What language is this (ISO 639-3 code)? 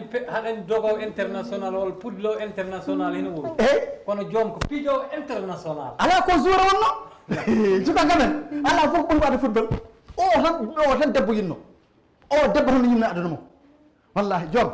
ful